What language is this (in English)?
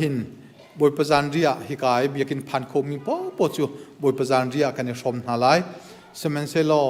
Hakha Chin